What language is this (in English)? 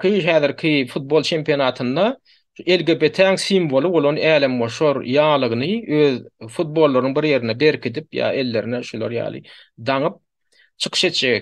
Turkmen